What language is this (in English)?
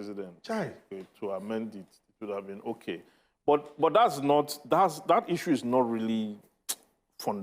Nigerian Pidgin